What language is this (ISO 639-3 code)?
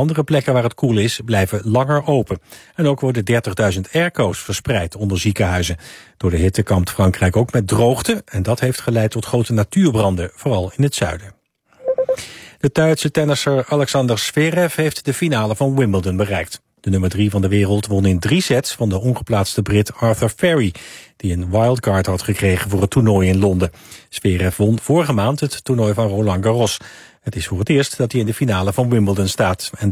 nld